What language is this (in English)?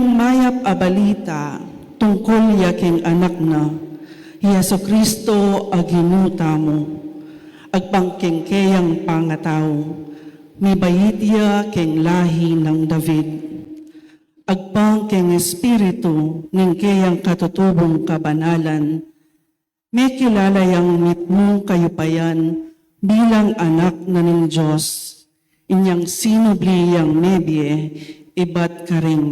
Pampanga